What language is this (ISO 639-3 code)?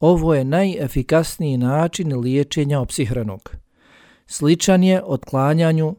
bos